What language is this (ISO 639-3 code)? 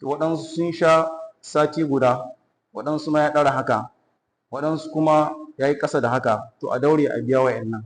hau